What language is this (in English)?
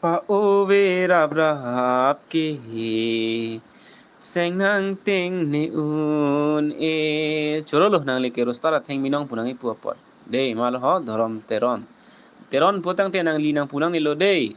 Karbi